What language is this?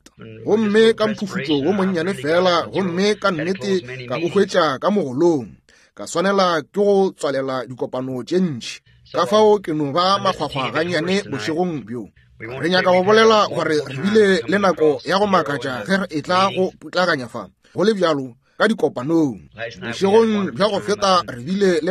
Northern Sotho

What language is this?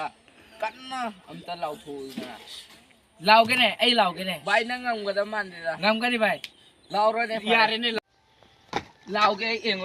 Manipuri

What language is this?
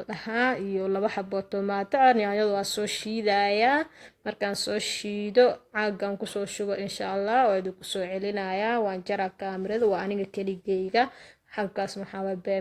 Somali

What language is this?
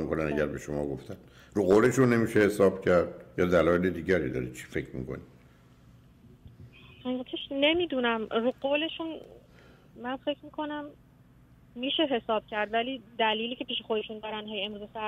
Persian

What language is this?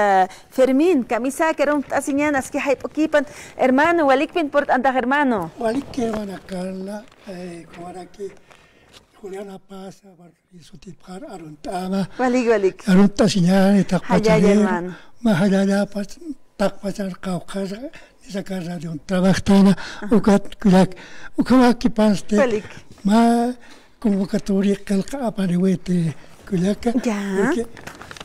Aymara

